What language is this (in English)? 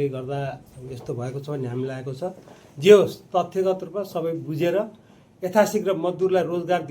Nepali